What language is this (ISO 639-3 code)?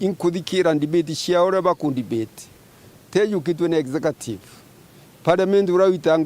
mer